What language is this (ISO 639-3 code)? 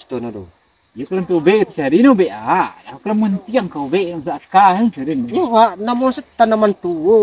min